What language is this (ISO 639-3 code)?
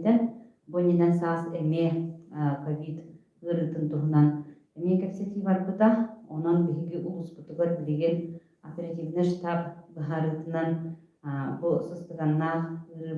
sah